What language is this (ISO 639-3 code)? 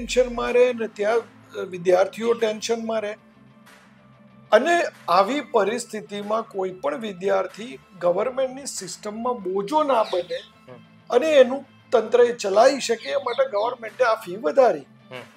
guj